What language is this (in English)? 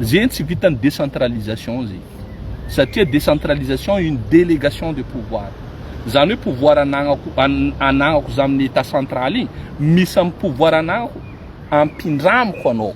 Malagasy